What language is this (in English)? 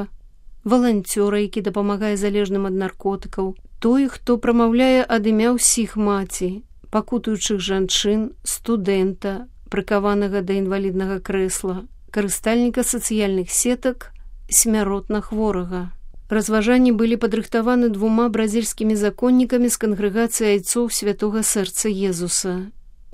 Belarusian